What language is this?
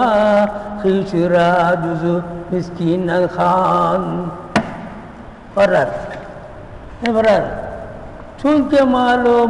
Tamil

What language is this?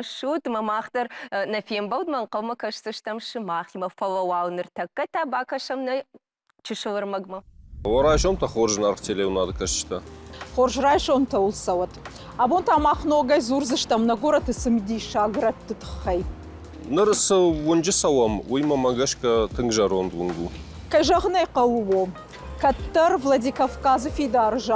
Ossetic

